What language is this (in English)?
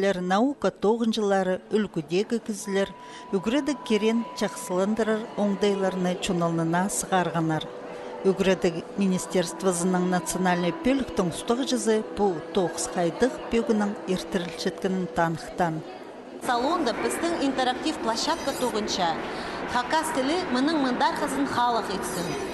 Khakas